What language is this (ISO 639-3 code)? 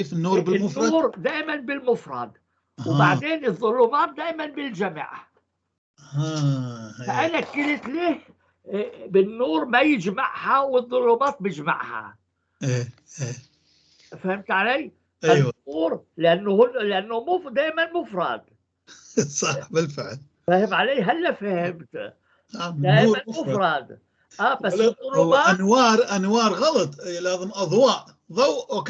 apc